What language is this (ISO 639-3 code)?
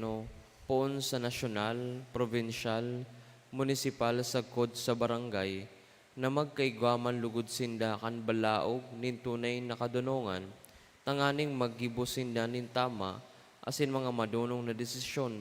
bik